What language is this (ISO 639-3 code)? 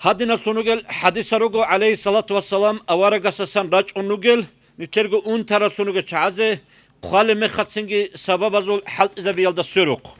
ava